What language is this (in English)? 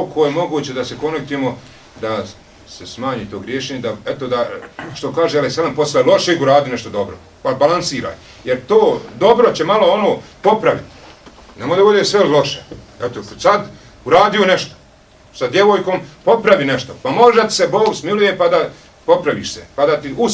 Bosnian